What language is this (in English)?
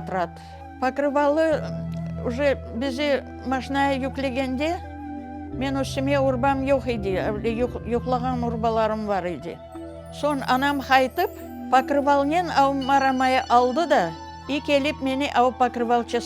Crimean Tatar